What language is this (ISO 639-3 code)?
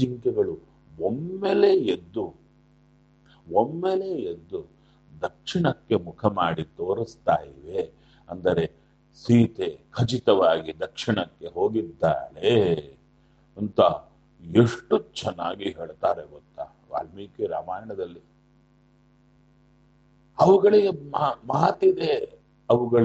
kan